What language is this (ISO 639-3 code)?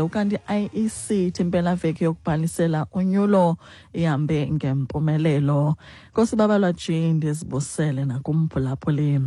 xho